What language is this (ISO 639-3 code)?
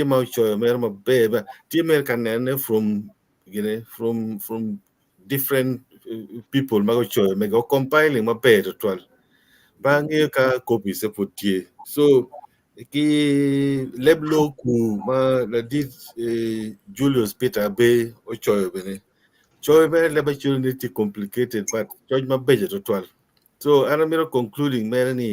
ach